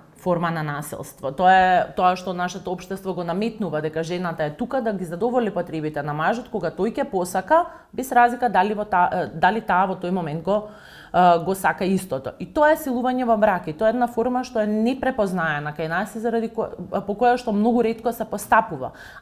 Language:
Macedonian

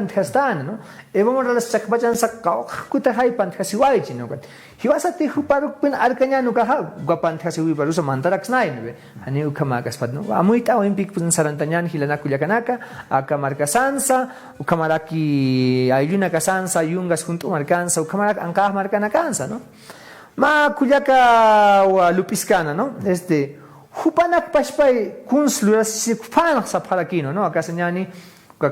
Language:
Aymara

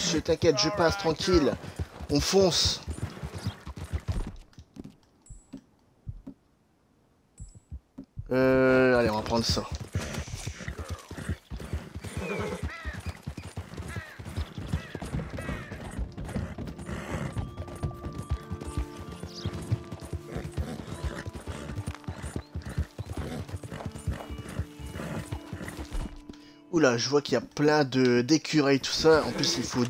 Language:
French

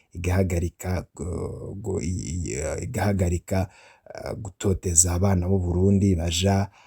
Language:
Rundi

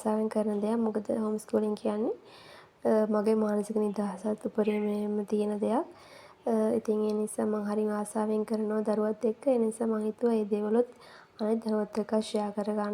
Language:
Sinhala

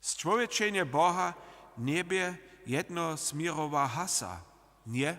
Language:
Upper Sorbian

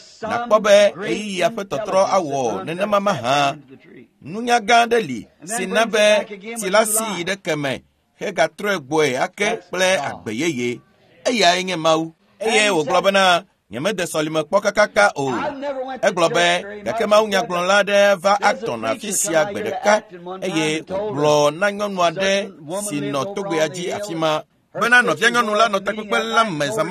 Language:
Ewe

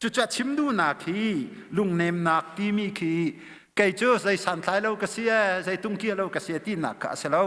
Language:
Hakha Chin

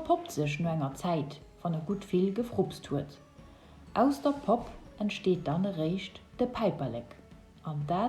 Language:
Luxembourgish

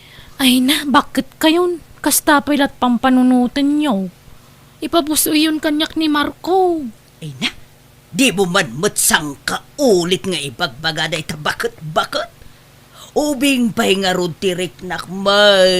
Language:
Iloko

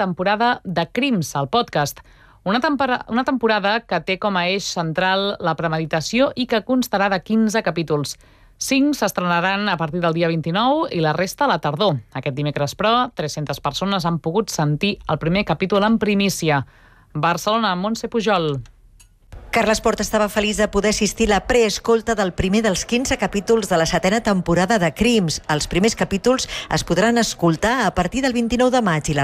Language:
Catalan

